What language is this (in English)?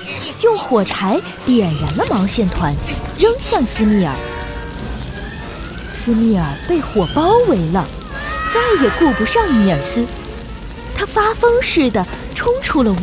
Chinese